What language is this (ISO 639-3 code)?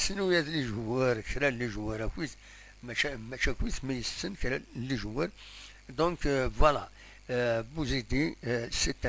kab